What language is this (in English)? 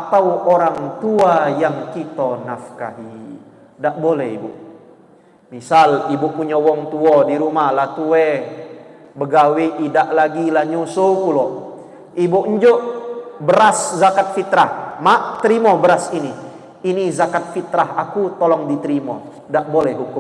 Musi